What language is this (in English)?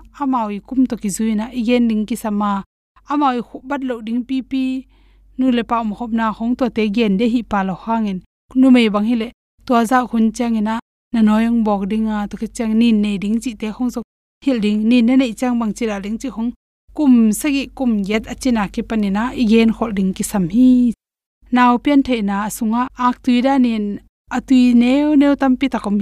Tedim Chin